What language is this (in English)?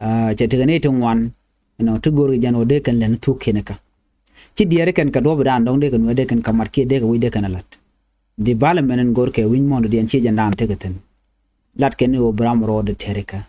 Nuer